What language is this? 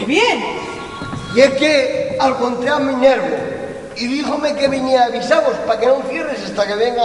Asturian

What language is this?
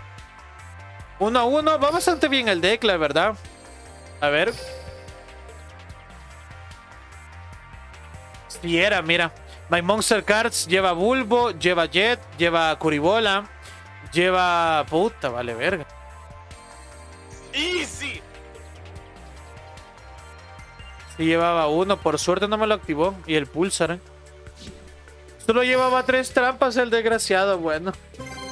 Spanish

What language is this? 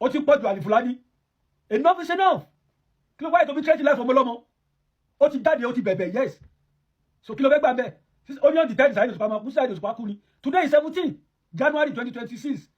Yoruba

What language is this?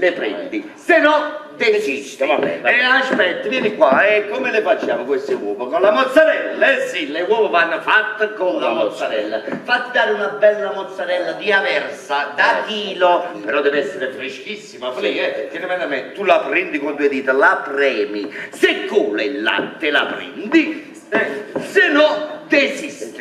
Neapolitan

